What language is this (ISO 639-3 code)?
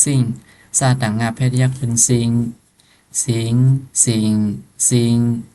shn